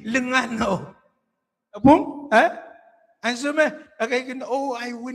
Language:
Pohnpeian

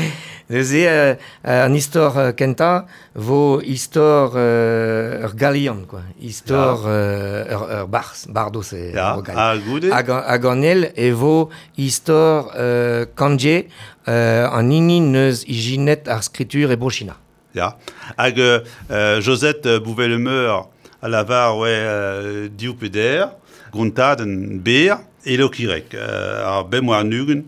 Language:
Breton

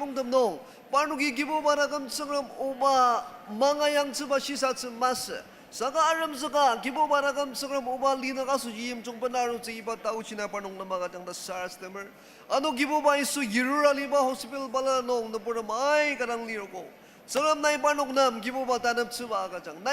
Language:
Ao Naga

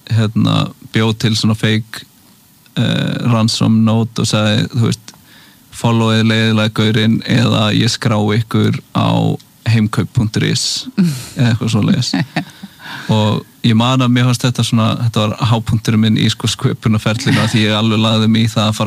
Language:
Icelandic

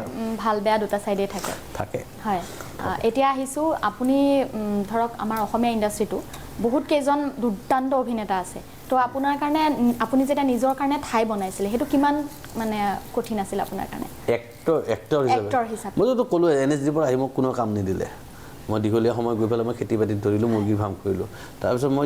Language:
Assamese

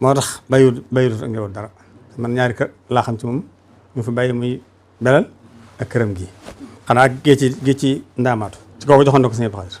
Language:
Wolof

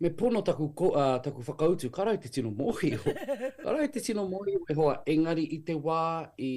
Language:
Māori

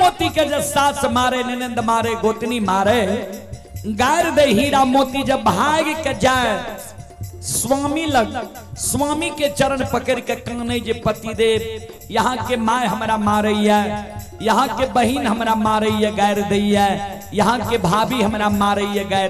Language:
Maithili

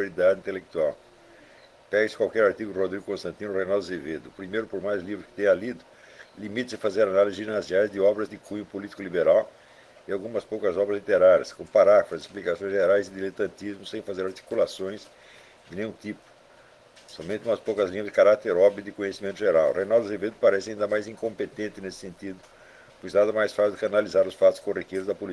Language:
Portuguese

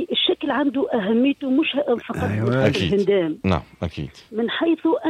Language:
Tunisian Arabic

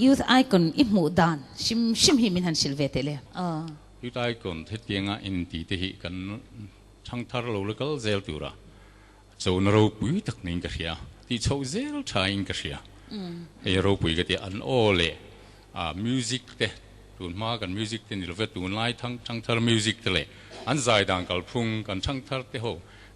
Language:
Mizo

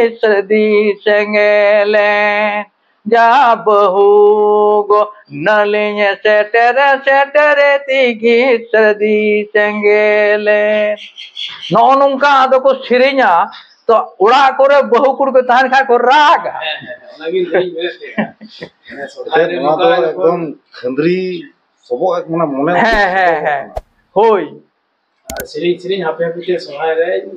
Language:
Santali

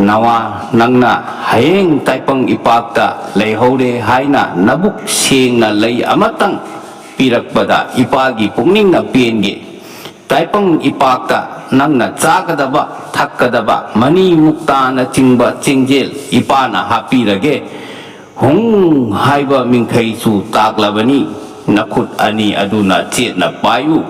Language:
Manipuri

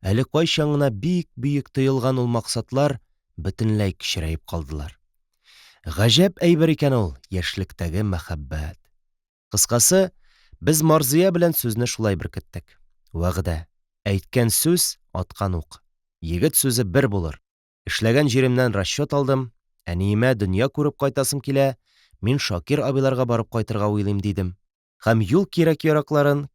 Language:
Tatar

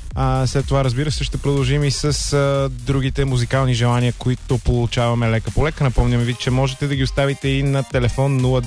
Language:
Bulgarian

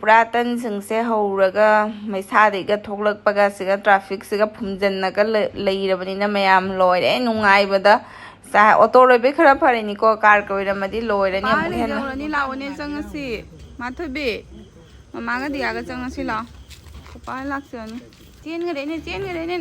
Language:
Manipuri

